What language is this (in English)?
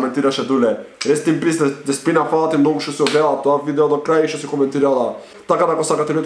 Macedonian